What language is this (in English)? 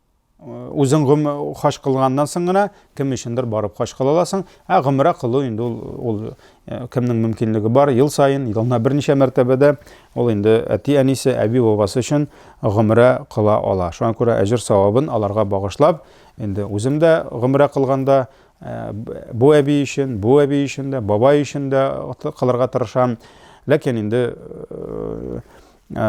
Tatar